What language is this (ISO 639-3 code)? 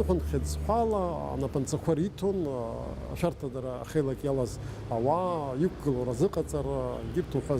abk